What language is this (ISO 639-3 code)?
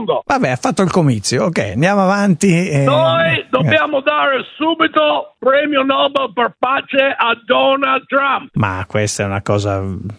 ita